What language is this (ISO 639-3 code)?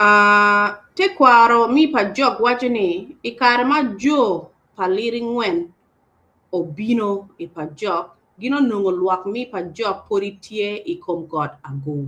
ach